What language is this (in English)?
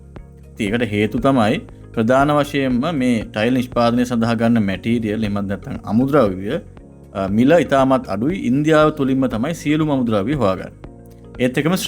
Sinhala